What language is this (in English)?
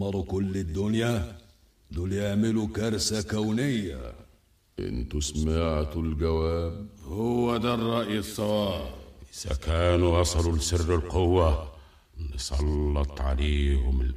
Egyptian Arabic